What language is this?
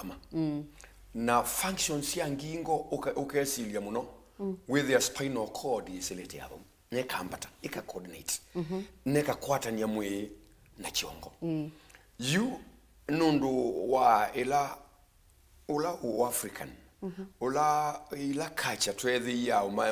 Kamba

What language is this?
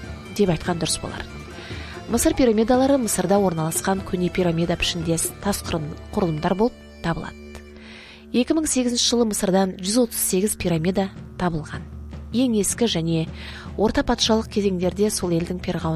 Kazakh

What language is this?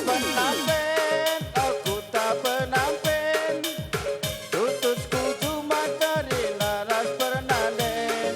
Batak Karo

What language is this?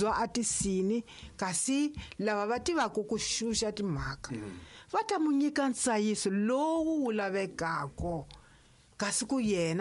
Tsonga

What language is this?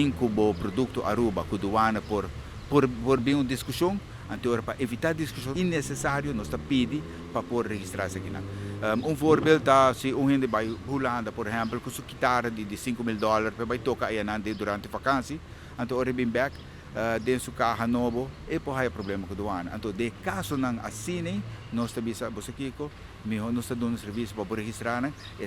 Papiamento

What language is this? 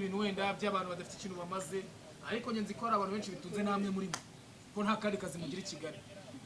Kinyarwanda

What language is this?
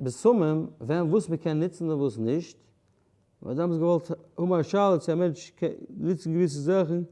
Yiddish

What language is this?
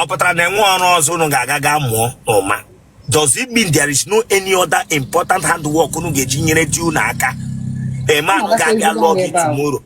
Igbo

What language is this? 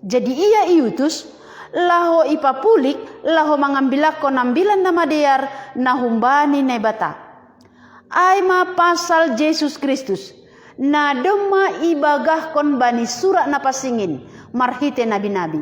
Batak Simalungun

